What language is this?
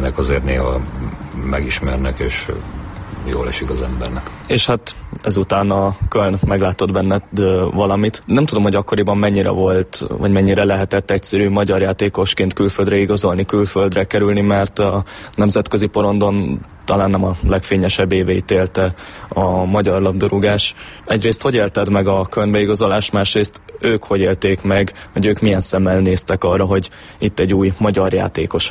Hungarian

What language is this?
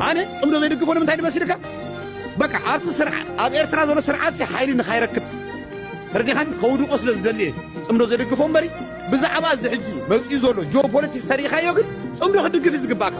Tigrinya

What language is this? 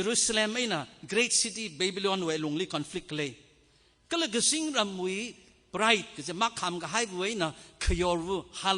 Tangkhul Naga (India)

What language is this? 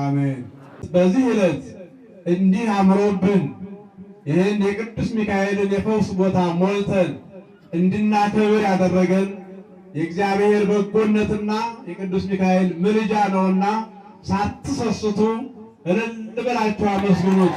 Amharic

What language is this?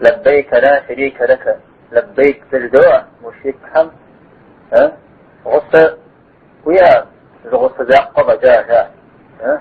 Kabardian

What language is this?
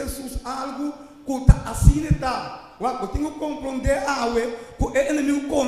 Papiamento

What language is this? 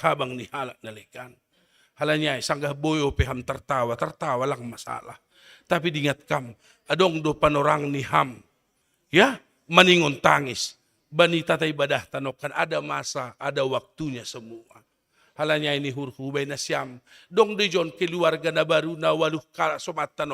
Batak Simalungun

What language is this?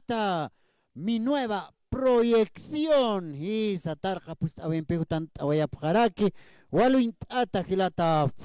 Aymara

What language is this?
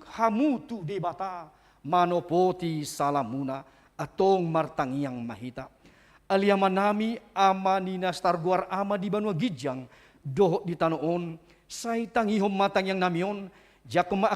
Batak Toba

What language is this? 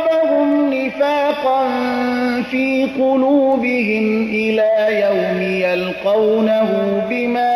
Persian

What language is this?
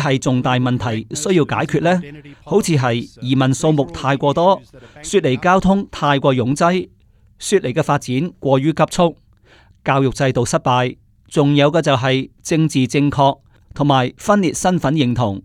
Cantonese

